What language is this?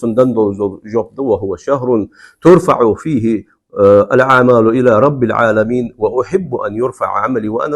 Ingush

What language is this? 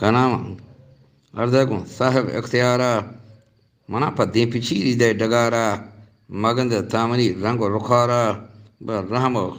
Eastern Balochi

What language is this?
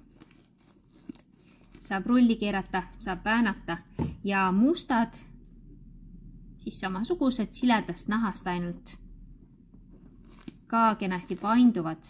Estonian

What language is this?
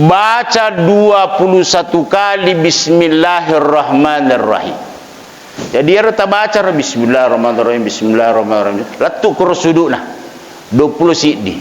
Buginese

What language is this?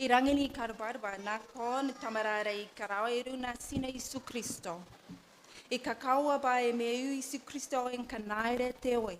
Gilbertese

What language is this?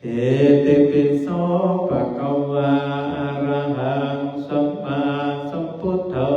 Pali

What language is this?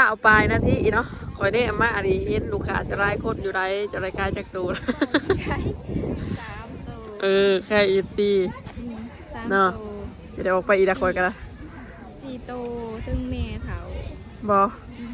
Lao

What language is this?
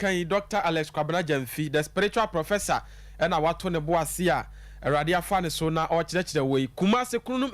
Akan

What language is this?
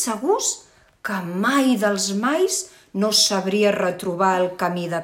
Catalan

